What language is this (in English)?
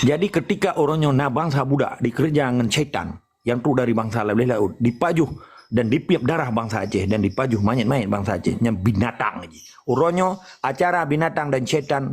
Achinese